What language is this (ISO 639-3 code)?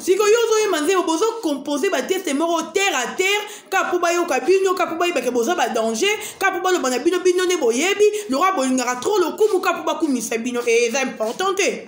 lin